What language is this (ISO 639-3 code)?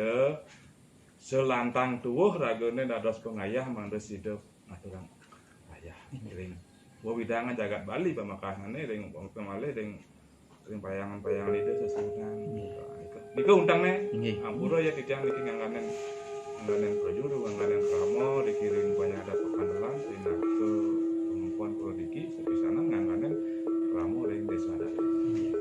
ban